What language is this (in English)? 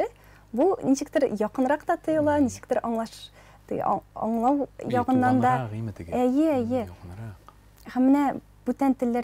Tatar